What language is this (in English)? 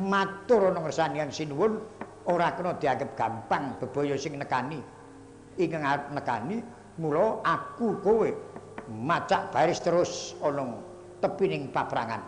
Javanese